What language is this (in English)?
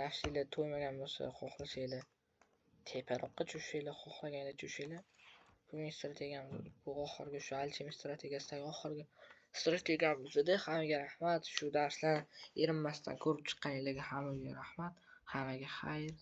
Uzbek